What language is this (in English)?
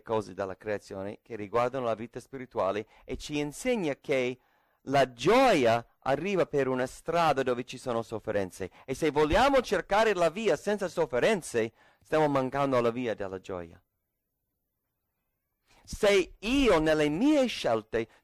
Italian